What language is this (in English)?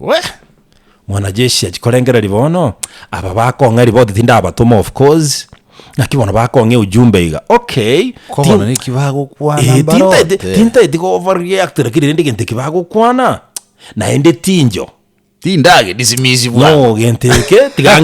Gusii